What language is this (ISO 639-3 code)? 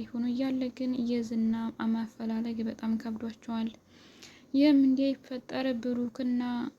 amh